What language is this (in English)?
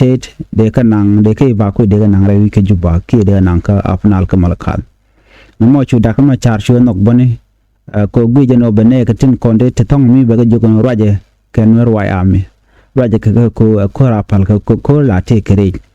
Nuer